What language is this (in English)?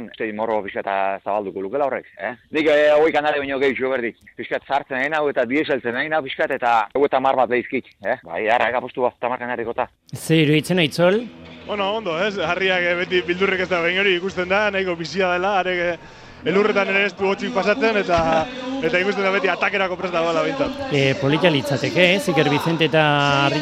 Basque